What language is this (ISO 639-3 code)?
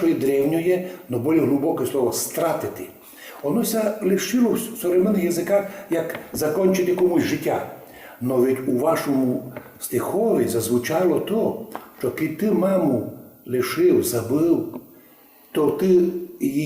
rue